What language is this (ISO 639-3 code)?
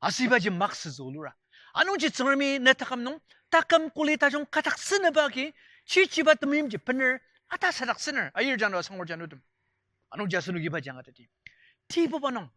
njo